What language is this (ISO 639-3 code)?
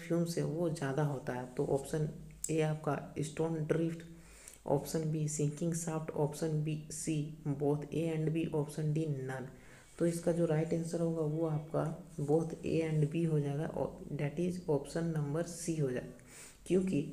hin